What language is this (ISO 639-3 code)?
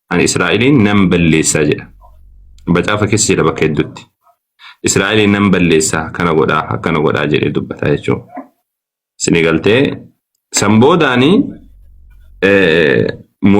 orm